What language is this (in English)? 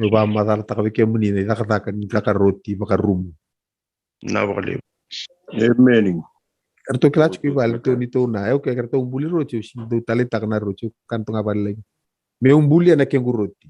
Fijian